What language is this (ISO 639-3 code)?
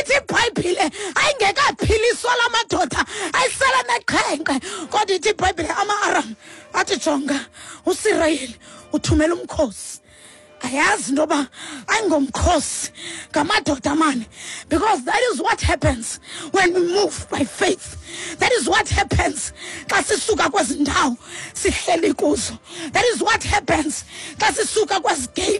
xho